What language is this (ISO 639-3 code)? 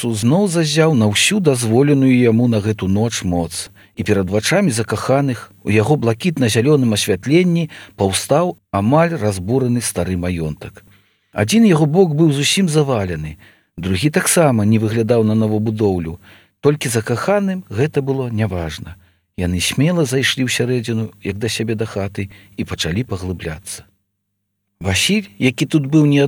bel